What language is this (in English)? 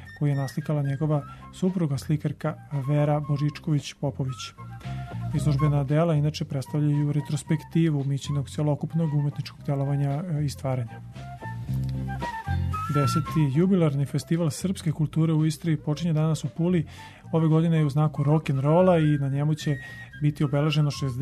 Serbian